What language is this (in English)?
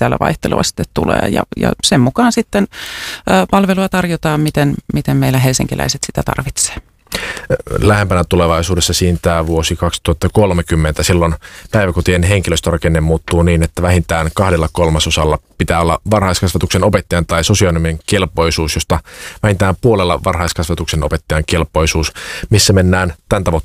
Finnish